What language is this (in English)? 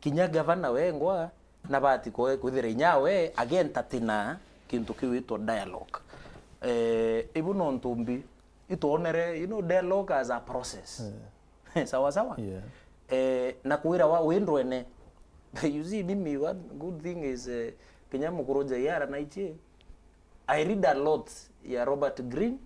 Meru